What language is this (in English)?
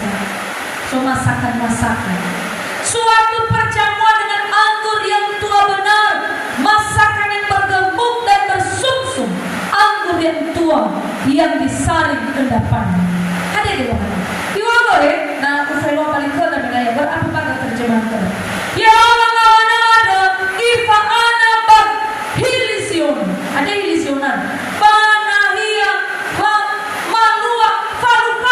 Nias